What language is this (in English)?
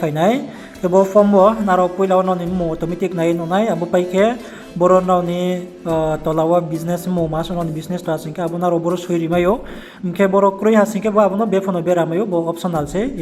Riang (India)